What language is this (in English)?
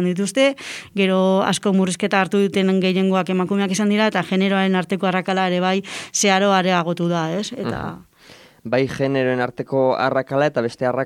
Basque